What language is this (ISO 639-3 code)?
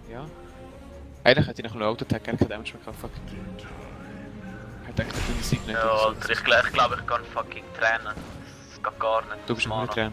gsw